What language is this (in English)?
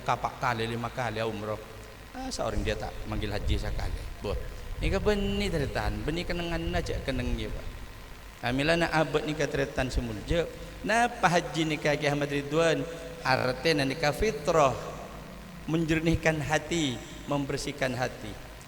Madurese